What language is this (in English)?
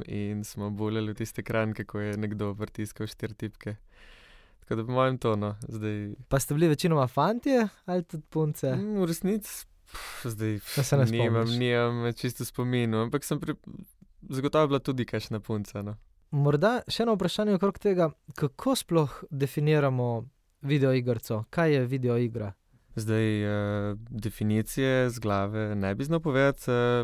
Slovenian